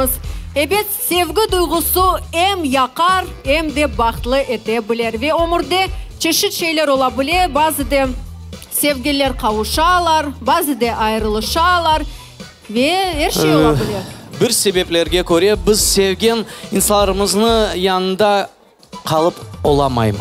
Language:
Crimean Tatar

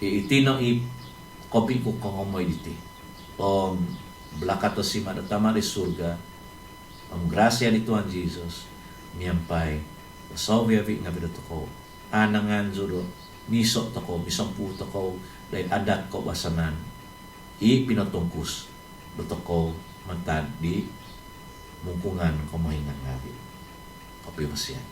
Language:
Central Dusun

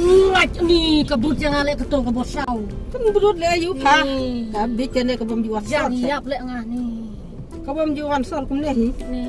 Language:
Khasi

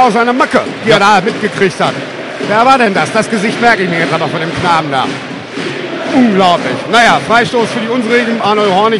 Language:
German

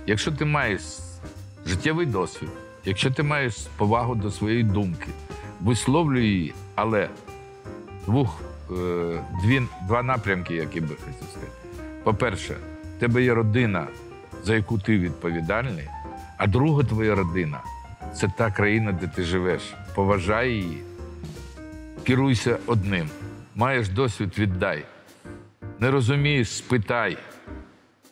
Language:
Ukrainian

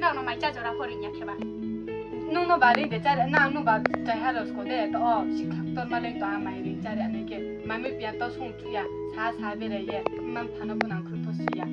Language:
Riang (India)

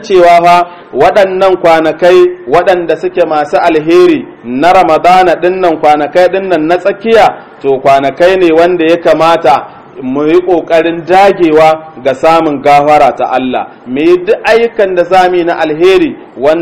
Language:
Hausa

